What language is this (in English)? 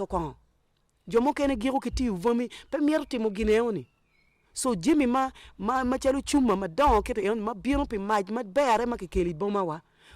Acoli